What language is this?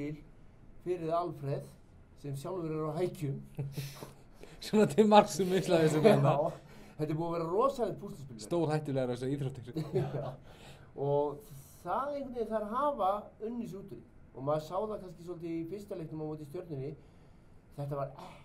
Icelandic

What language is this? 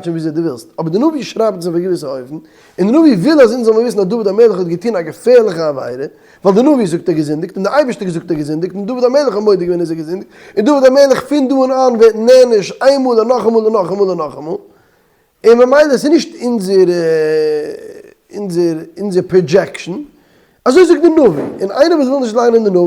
Yiddish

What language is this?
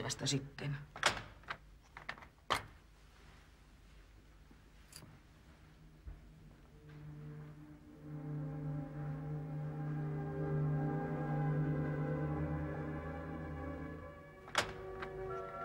Finnish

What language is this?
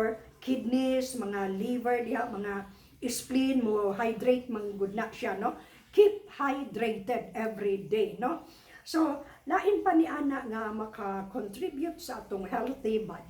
Cebuano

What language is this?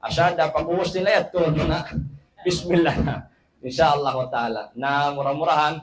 Tausug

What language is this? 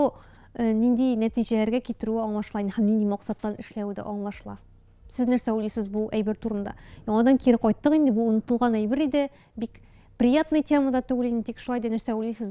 Tatar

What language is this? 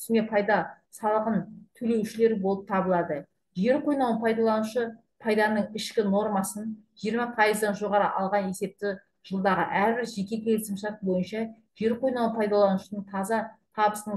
Kazakh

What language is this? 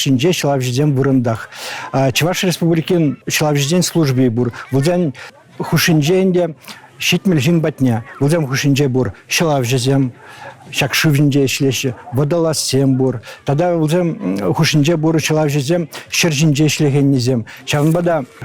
Chuvash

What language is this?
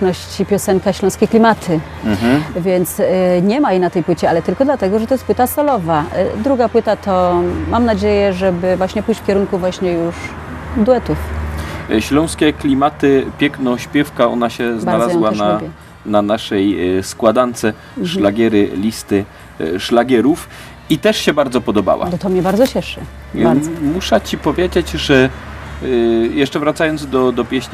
Silesian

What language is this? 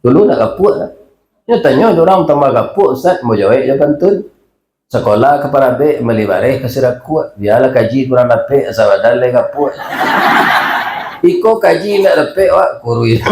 Minangkabau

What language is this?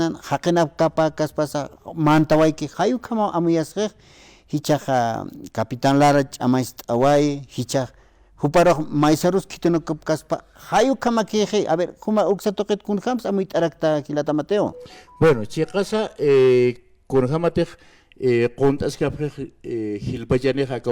Aymara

